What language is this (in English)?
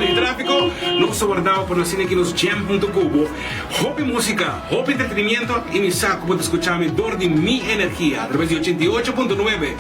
Papiamento